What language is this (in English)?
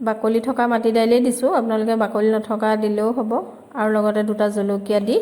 Assamese